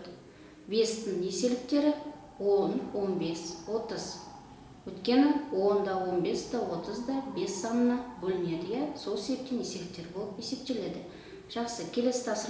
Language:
Kazakh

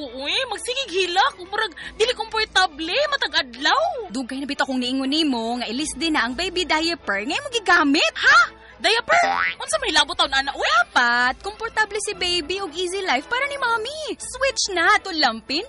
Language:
Cebuano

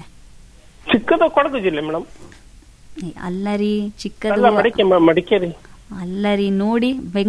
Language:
Kannada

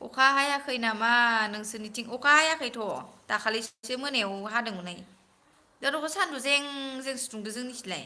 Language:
Bodo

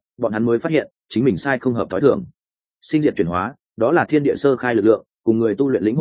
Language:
Vietnamese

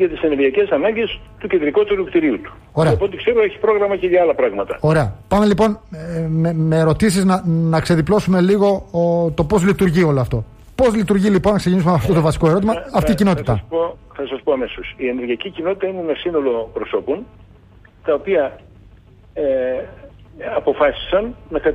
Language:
Greek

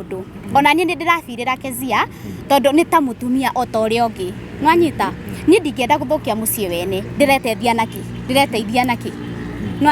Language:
Kikuyu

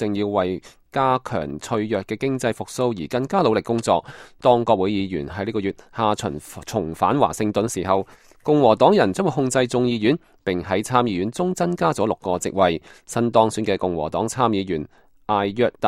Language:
Cantonese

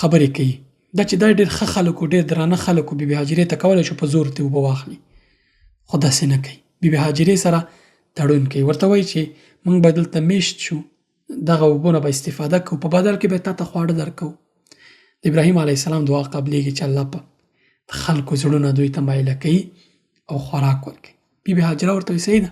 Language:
Pashto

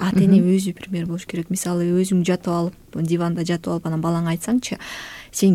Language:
Kyrgyz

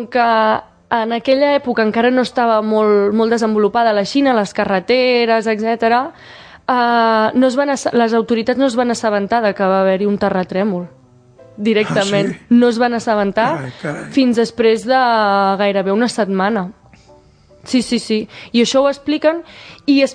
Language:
Catalan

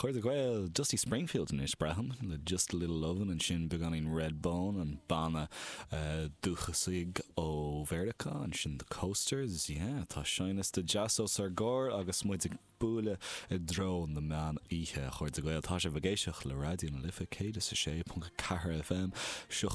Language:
Irish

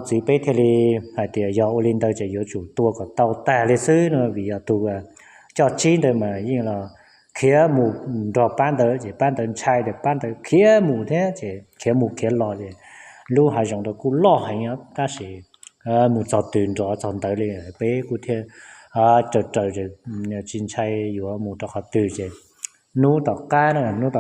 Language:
Hmong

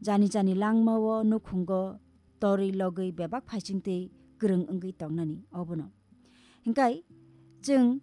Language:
Kok Borok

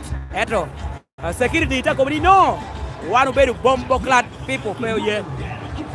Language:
Lango (Uganda)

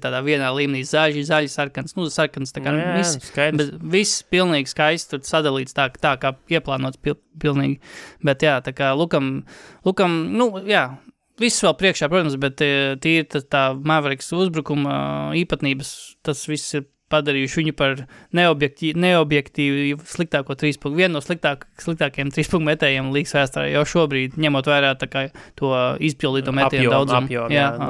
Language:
Latvian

